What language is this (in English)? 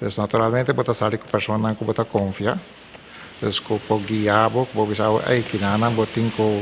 Papiamento